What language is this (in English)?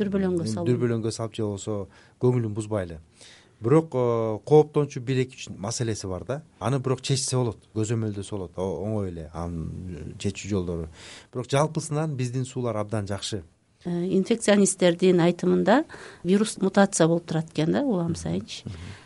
Kyrgyz